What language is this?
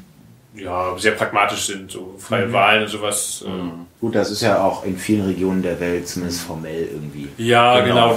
German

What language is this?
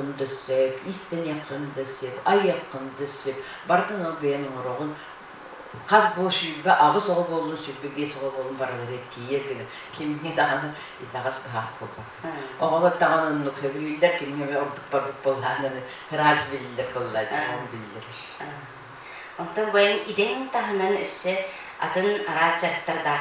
Yakut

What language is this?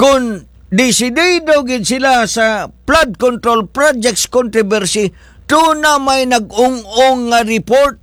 Cebuano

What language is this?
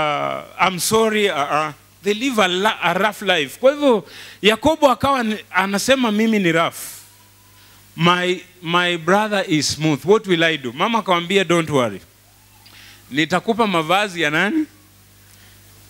Swahili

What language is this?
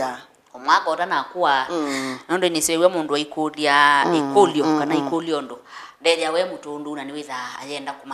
Kamba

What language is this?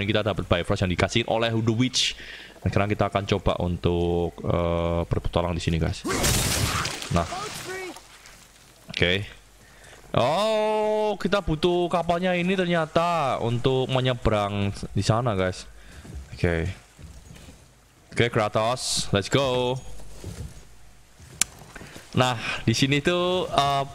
Indonesian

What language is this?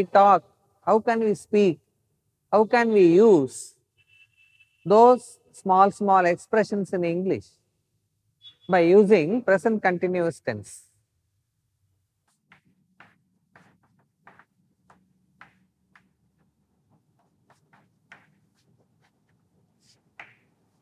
Tamil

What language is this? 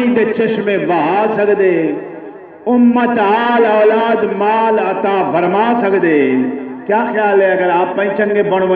Saraiki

